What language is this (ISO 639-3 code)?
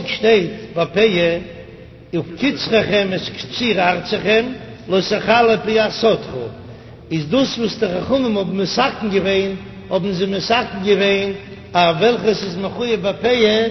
yid